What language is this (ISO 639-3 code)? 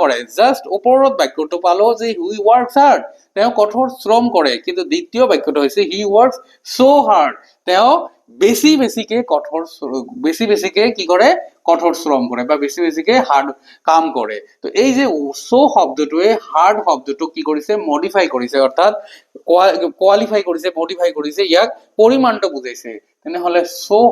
asm